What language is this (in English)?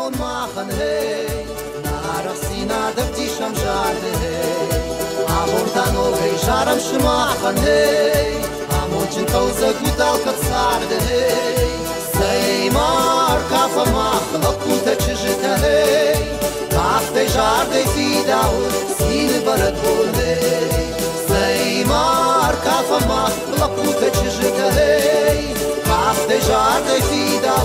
Ossetic